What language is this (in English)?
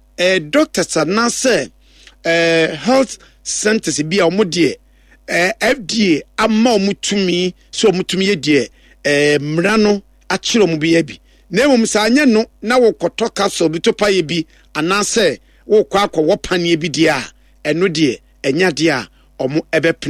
Akan